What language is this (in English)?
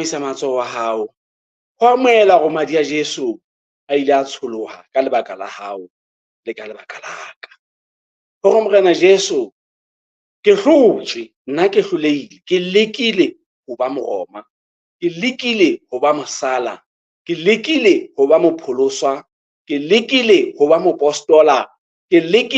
Southern Sotho